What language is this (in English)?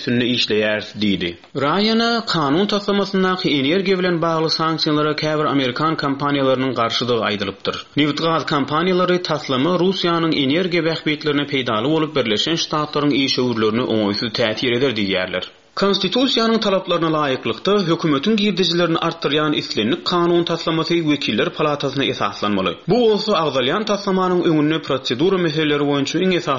Turkmen